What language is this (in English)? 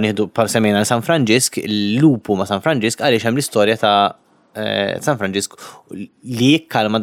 Maltese